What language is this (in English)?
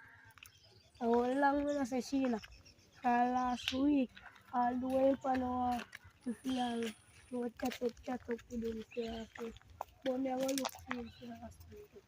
Jamaican Creole English